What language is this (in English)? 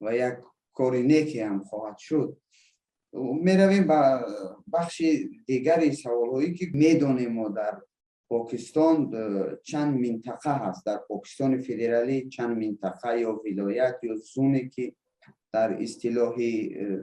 Persian